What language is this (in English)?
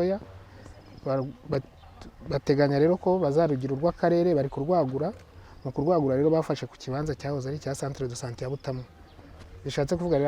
Kinyarwanda